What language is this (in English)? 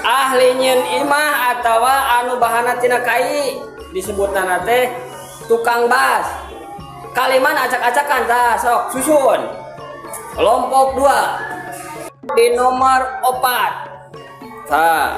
Sundanese